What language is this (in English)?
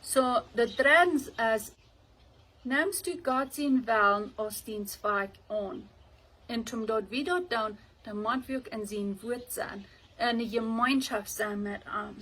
Plautdietsch